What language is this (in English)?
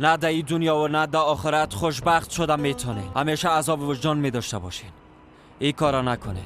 Persian